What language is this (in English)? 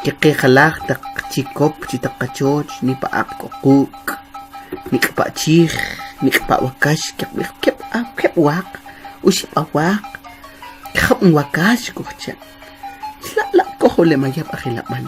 Kʼicheʼ